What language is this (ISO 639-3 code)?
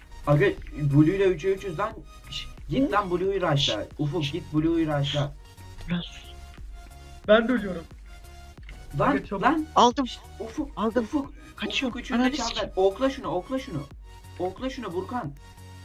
tur